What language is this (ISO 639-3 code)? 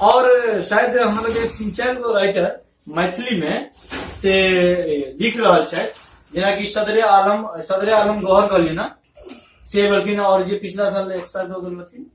mai